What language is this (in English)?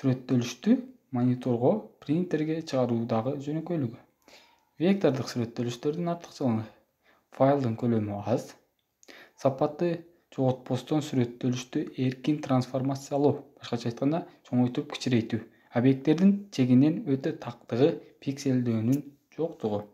Kyrgyz